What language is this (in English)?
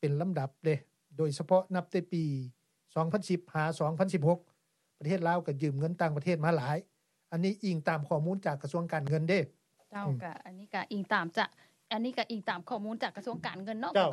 Lao